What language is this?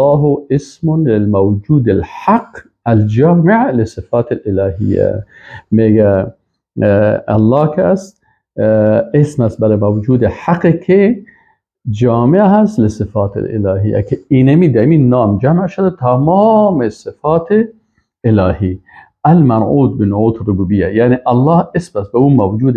Persian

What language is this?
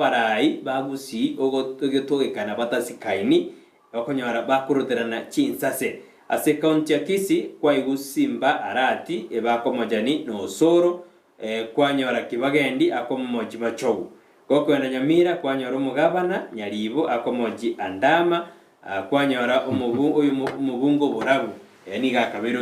Gusii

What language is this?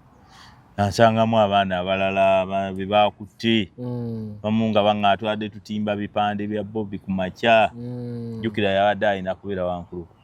Ganda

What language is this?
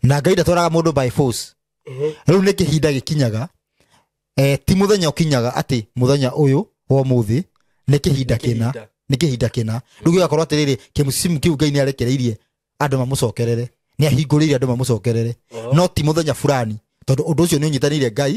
Kikuyu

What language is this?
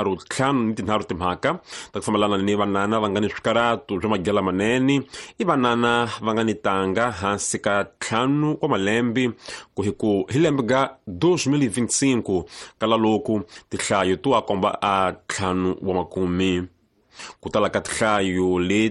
Tsonga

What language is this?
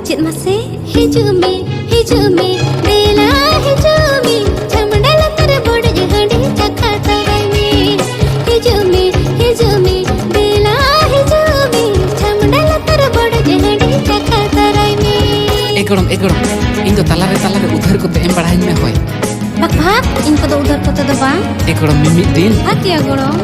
Santali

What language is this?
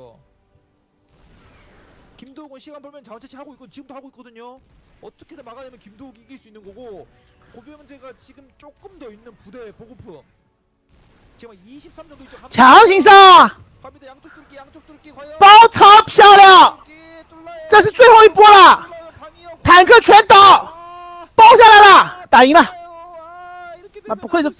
Chinese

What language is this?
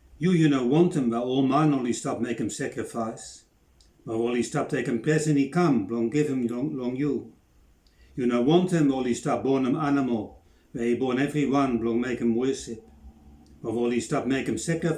Bislama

